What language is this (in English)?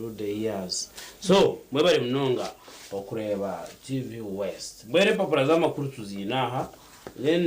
Nyankole